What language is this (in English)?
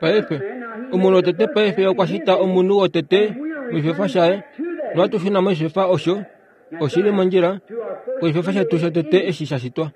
Kuanyama